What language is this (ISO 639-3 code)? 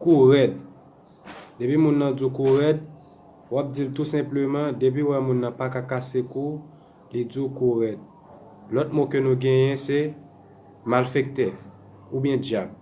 hat